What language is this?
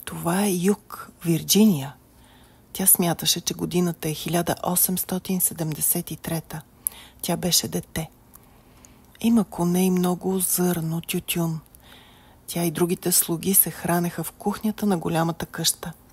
Bulgarian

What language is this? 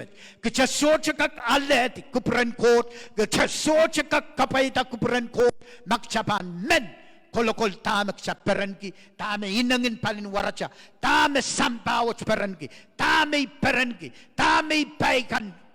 Pohnpeian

